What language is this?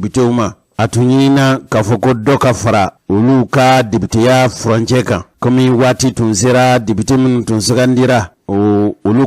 Bambara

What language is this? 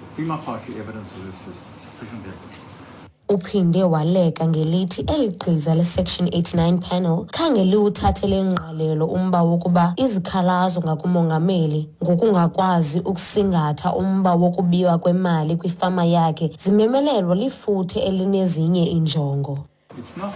Xhosa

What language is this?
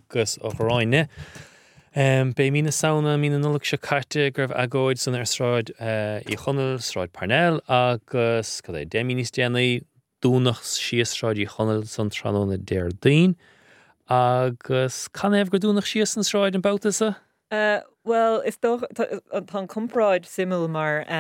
Irish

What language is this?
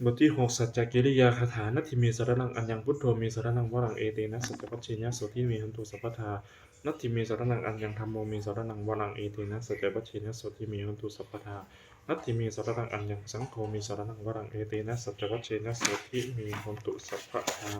Pali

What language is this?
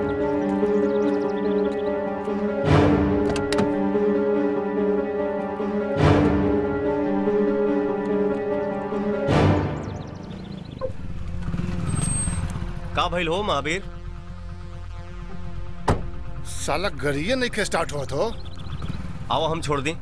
Bhojpuri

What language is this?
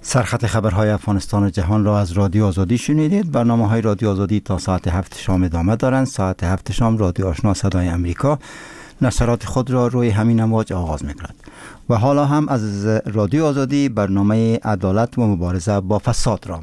Persian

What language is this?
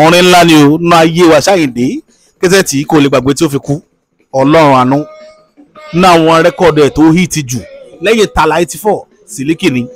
Yoruba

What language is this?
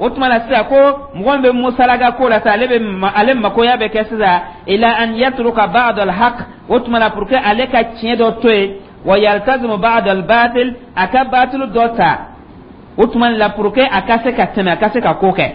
Dyula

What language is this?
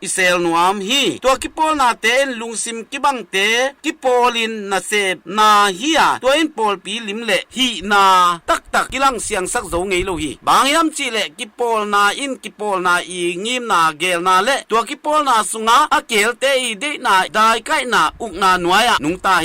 Tedim Chin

